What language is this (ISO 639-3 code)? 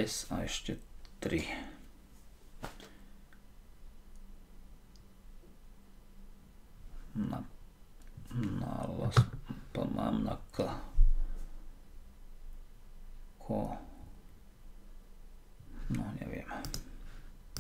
slk